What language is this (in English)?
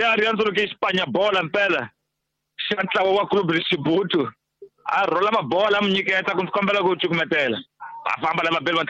Tsonga